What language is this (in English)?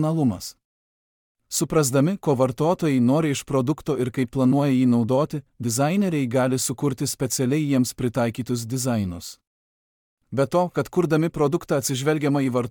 Lithuanian